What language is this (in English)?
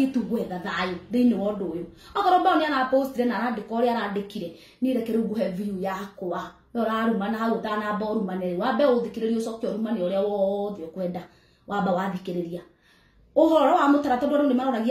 Kikuyu